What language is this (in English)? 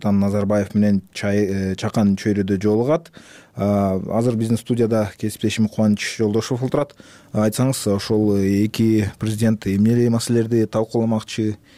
Kyrgyz